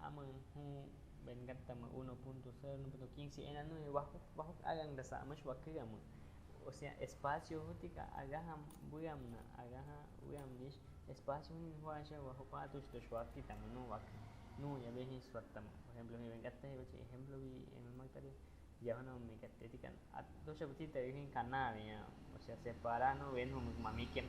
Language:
Aguaruna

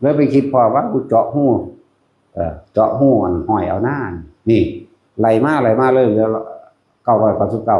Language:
Northeastern Thai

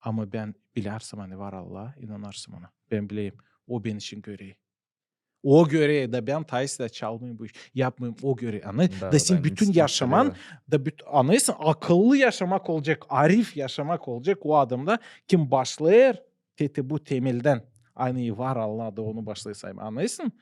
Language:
Gagauz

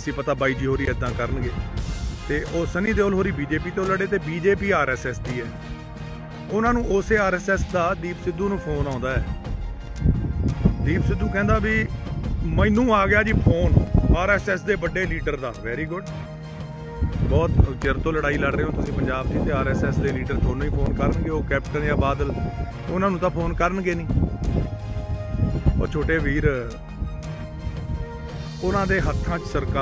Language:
Punjabi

